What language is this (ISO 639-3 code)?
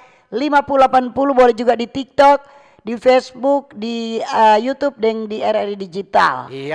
xmm